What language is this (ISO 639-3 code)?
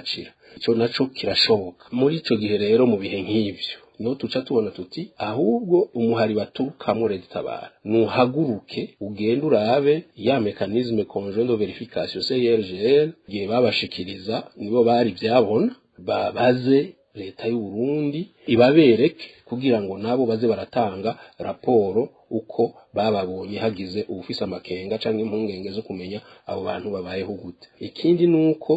run